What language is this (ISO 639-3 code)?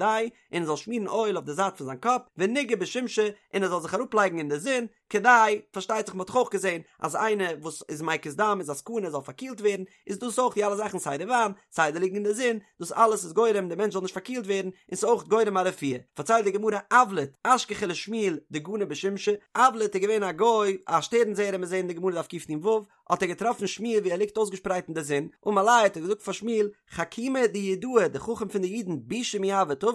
yid